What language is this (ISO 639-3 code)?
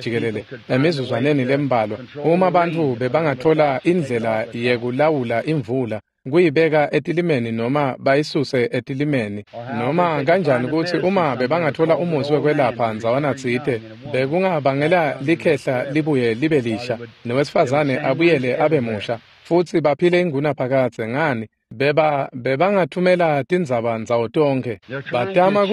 ssw